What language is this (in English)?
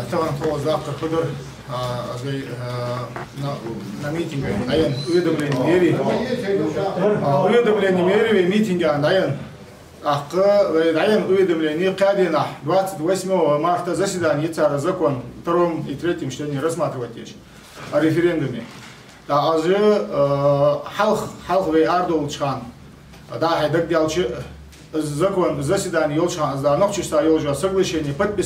Ingush